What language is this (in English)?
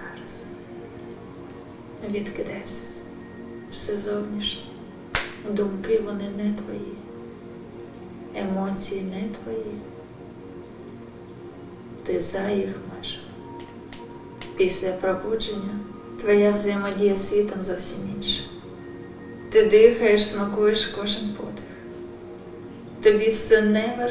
Ukrainian